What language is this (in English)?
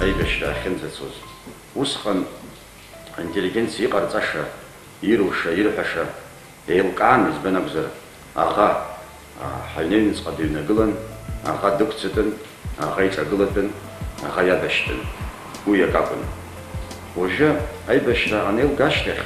Abkhazian